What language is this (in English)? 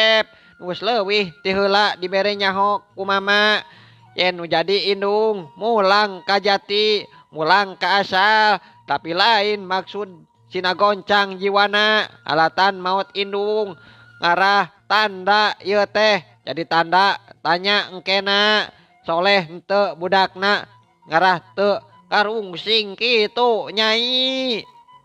Sundanese